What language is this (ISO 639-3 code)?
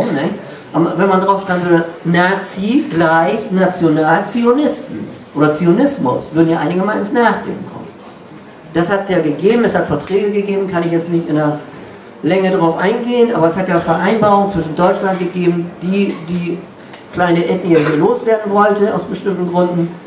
deu